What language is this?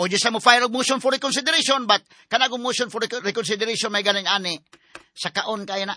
Cebuano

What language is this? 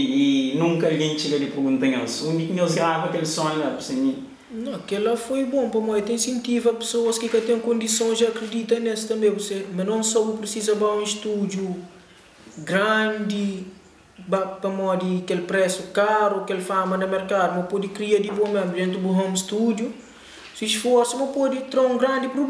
Kabuverdianu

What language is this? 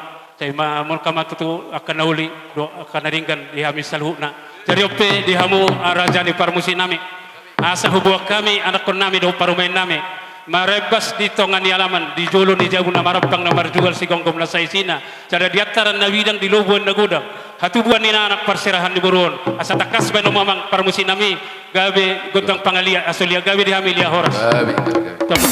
Batak Toba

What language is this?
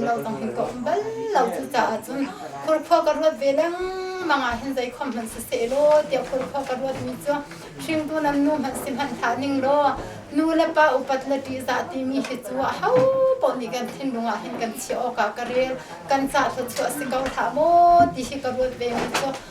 Hakha Chin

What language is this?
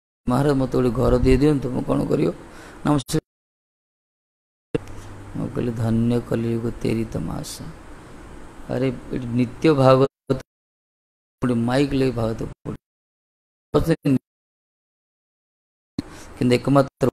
Odia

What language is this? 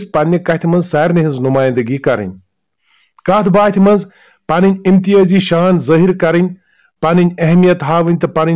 Kashmiri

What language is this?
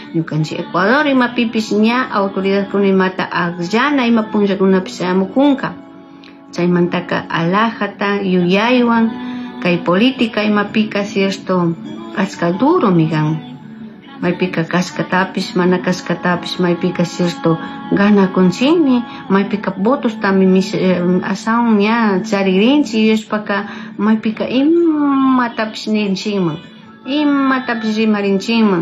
Chimborazo Highland Quichua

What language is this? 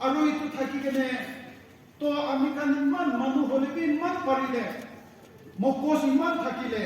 Naga Pidgin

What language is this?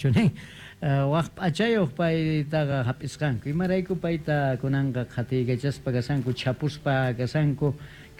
Quechua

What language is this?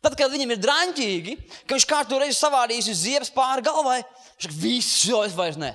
Latvian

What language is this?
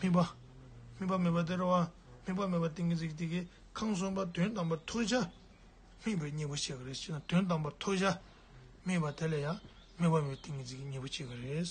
Tibetan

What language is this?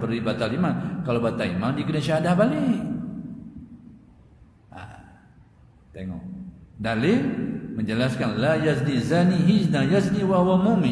Malay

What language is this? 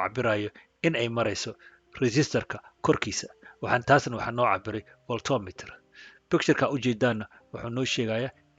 Somali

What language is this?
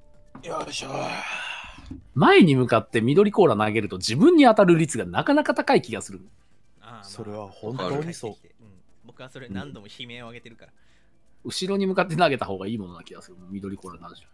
Japanese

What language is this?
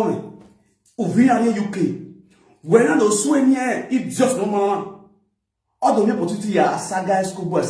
Nigerian Pidgin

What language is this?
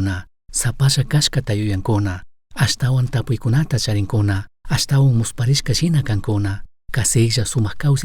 Chimborazo Highland Quichua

